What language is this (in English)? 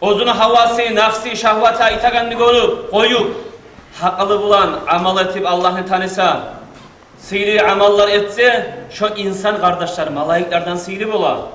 Kumyk